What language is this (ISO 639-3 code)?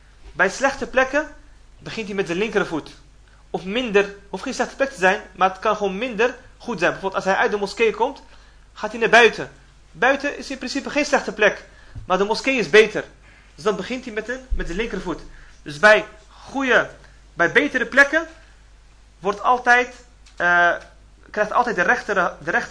nld